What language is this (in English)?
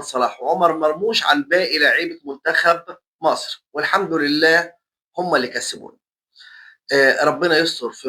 Egyptian Arabic